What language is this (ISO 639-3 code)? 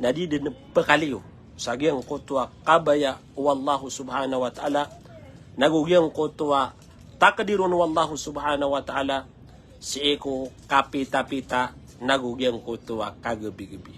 mrw